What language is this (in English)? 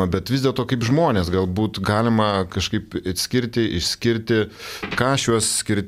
Lithuanian